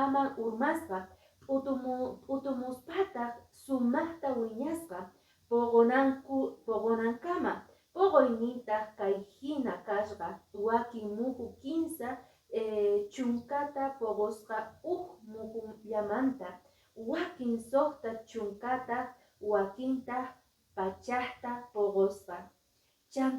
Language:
Quechua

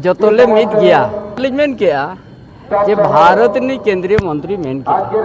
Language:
Santali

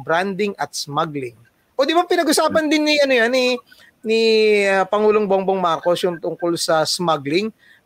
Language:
Filipino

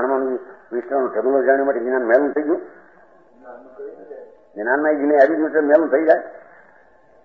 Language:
Gujarati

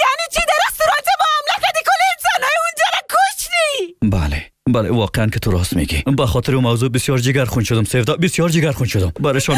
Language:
Persian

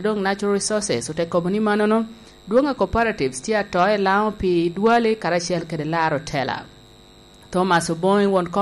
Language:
Lango (Uganda)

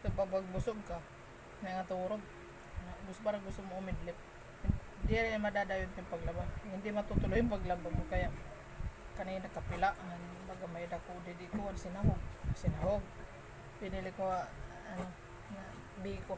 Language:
Waray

